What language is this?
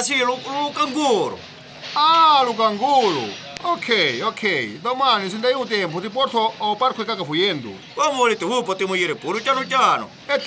Sicilian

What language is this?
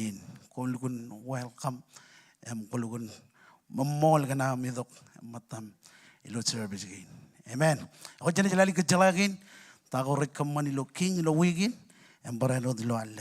Marshallese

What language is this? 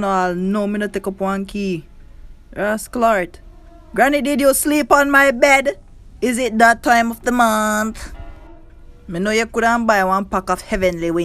Jamaican Creole English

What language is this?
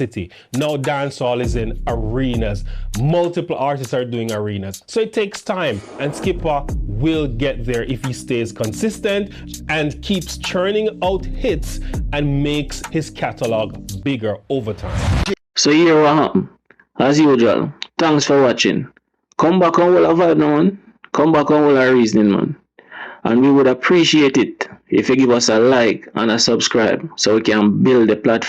Jamaican Creole English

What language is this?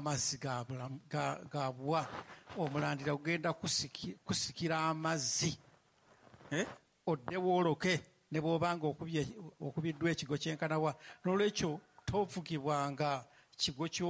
Ganda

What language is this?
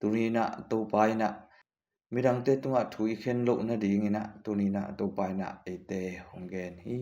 Tedim Chin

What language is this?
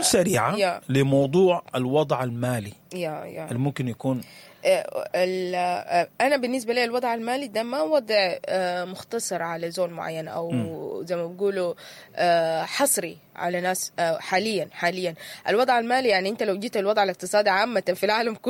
Sudanese Arabic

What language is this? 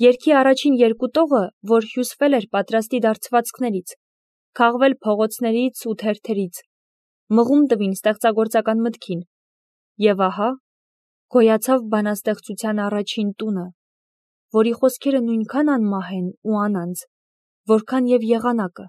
Armenian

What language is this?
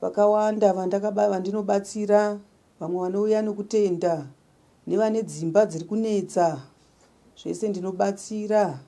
Shona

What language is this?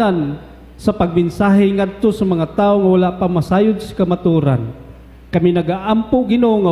Cebuano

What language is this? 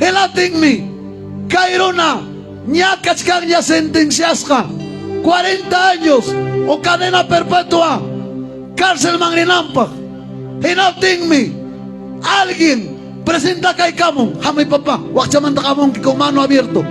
Ayacucho Quechua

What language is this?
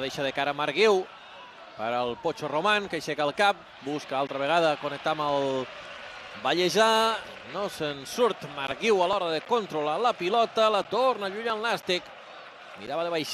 Catalan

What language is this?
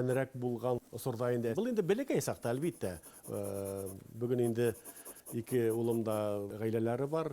Bashkir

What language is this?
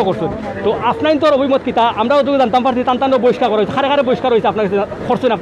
Sylheti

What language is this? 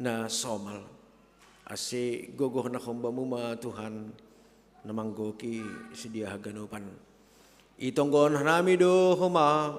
Batak Simalungun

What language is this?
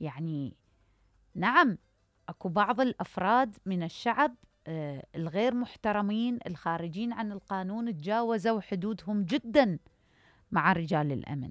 Mesopotamian Arabic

